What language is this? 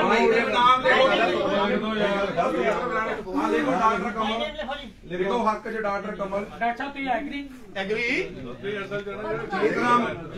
Punjabi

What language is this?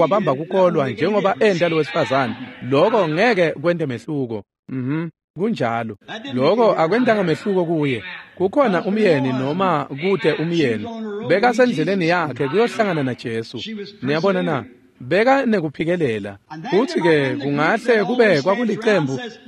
Swati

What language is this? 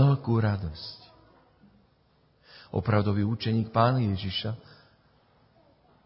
Slovak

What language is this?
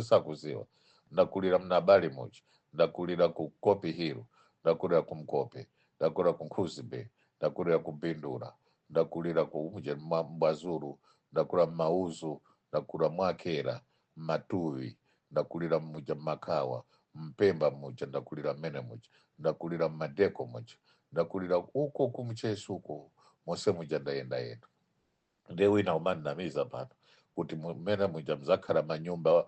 Nyanja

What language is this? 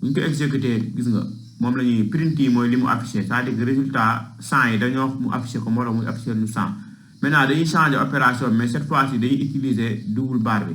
Wolof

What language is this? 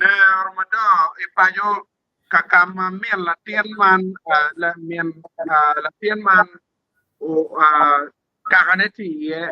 Acoli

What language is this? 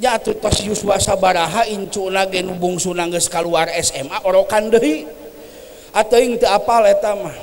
Sundanese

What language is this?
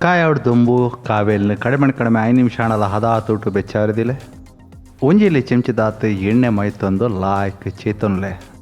Tulu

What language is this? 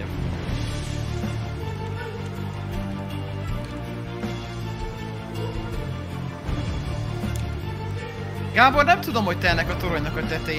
Hungarian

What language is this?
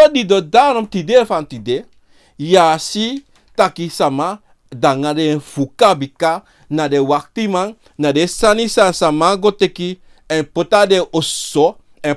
Sranan Tongo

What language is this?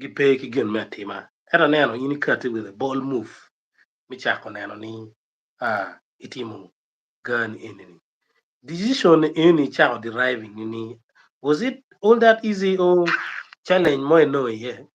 Acoli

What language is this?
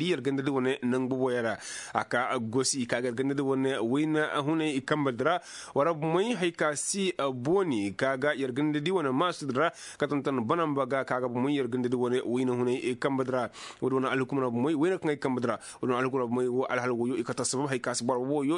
Koyraboro Senni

